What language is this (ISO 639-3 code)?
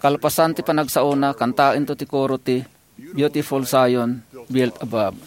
ilo